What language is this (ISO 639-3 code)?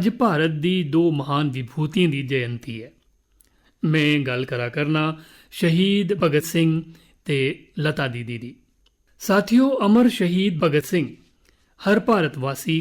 doi